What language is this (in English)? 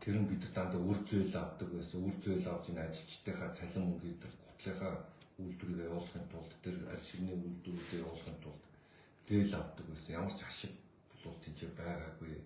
Mongolian